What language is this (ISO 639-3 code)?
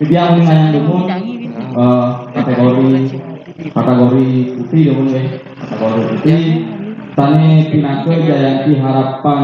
ban